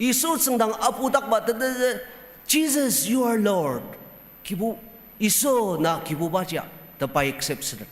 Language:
Ao Naga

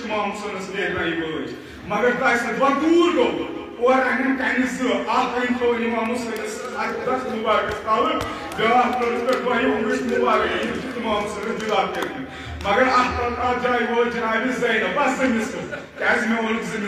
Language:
Kashmiri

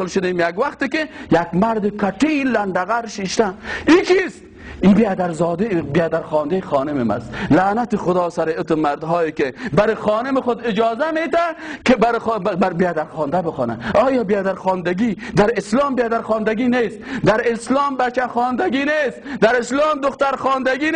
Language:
Persian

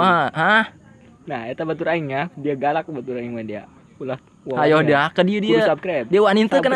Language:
Sundanese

